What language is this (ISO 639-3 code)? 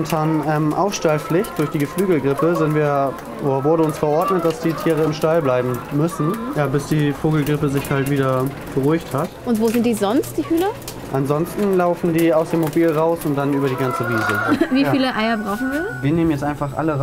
deu